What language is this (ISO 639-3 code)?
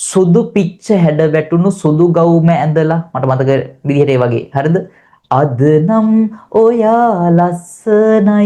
sin